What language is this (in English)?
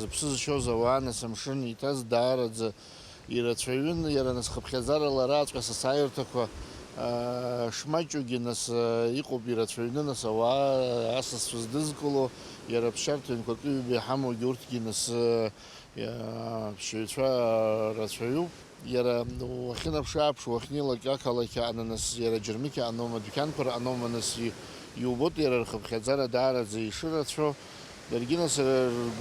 Abkhazian